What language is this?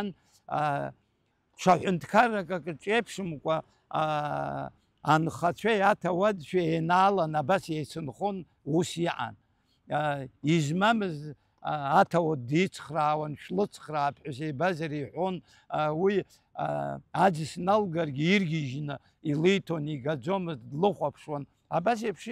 Abkhazian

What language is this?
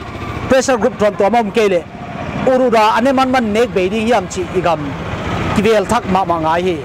Paite Chin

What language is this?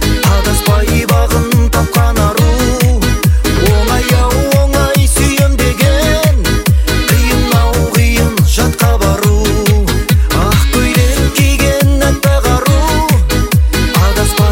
Kazakh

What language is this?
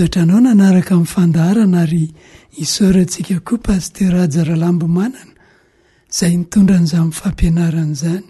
Malagasy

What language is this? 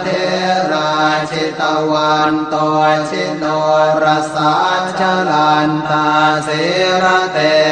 Pali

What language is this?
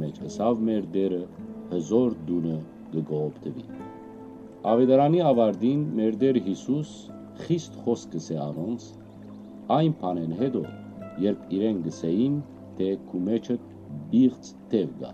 Western Armenian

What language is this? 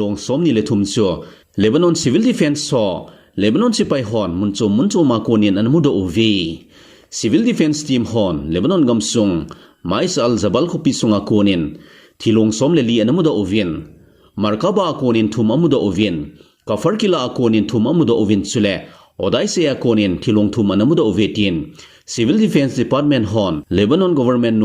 Thado Chin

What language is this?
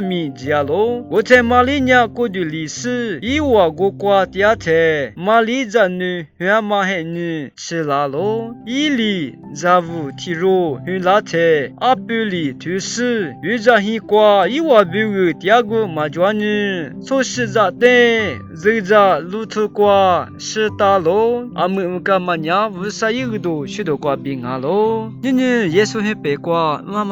Lisu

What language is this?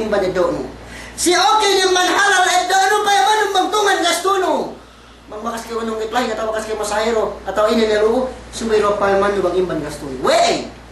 Yakan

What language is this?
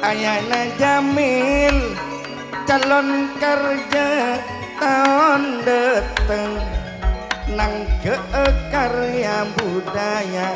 Madurese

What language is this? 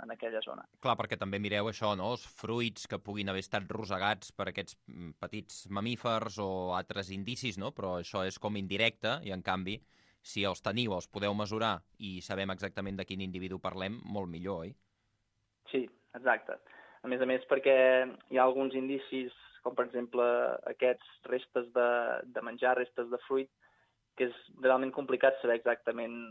Catalan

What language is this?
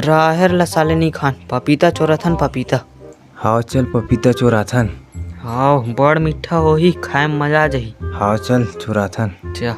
Chhattisgarhi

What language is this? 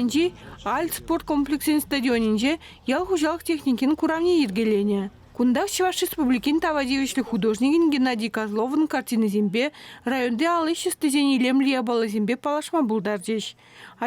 Chuvash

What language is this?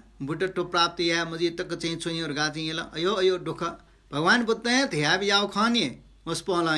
Newari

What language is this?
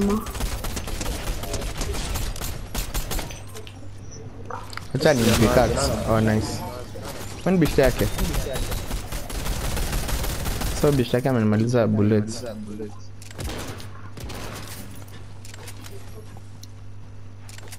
Swahili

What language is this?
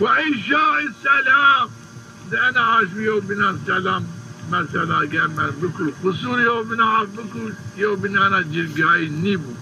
Zaza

